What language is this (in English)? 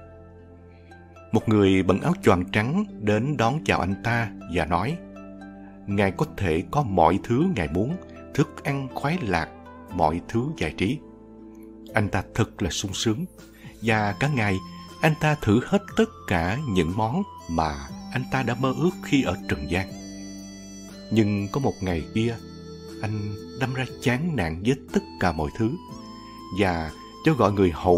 Vietnamese